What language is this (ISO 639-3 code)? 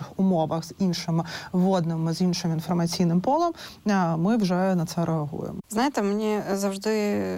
ukr